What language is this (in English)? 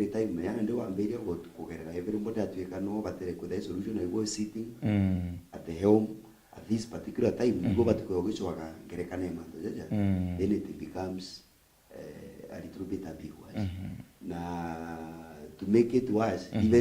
Meru